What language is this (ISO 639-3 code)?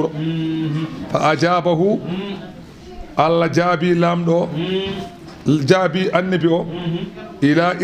ful